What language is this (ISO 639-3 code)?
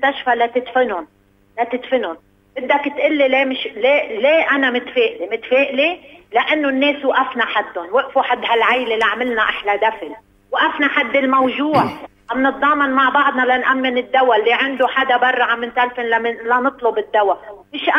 apc